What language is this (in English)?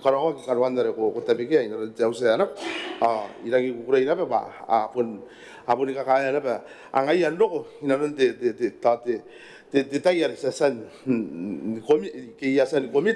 Gilbertese